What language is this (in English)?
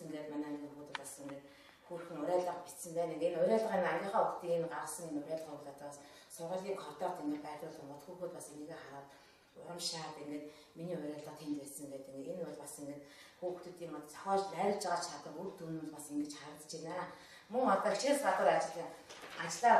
Mongolian